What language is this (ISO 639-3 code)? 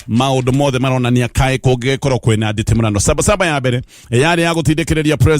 kik